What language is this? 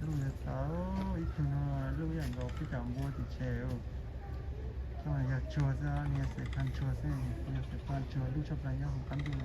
Hmong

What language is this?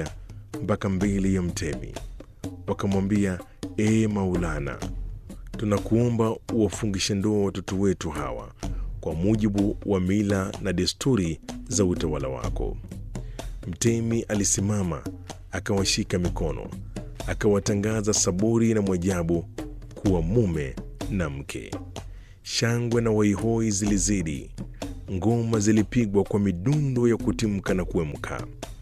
Swahili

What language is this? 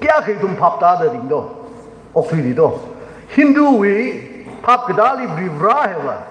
Tangkhul Naga (India)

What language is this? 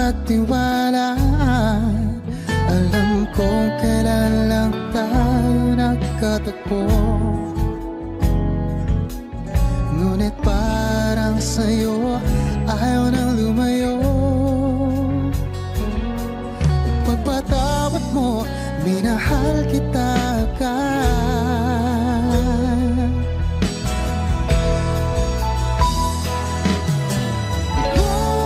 Filipino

